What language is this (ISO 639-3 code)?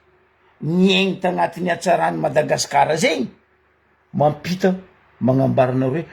mlg